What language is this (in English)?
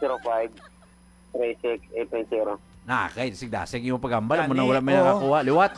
Hiligaynon